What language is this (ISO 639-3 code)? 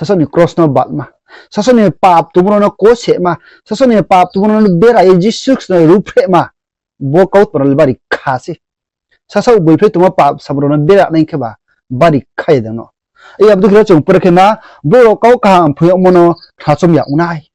ria